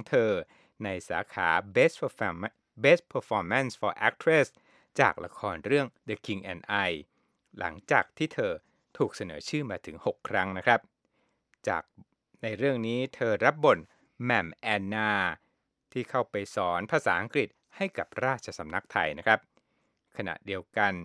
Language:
Thai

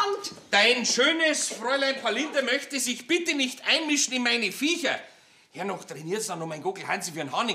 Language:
Bavarian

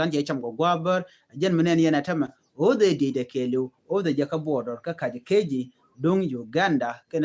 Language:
Nuer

